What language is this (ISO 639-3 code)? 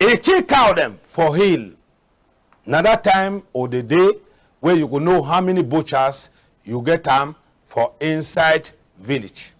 wes